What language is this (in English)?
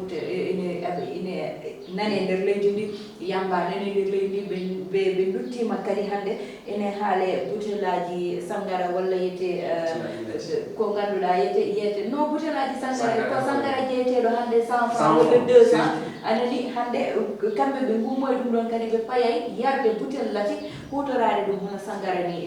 Fula